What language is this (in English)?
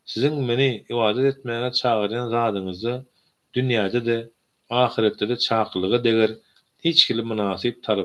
Turkmen